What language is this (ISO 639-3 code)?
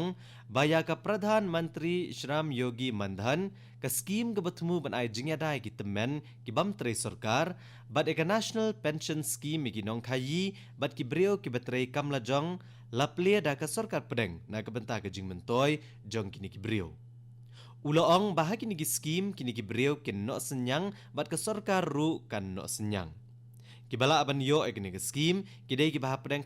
kha